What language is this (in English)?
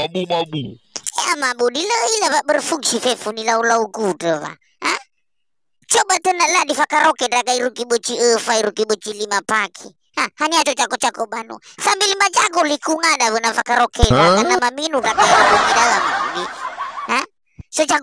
Nias